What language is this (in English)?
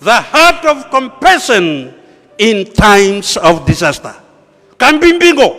Fijian